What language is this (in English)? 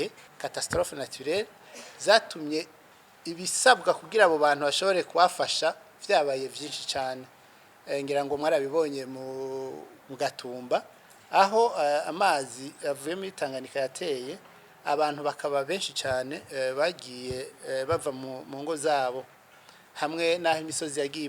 Rundi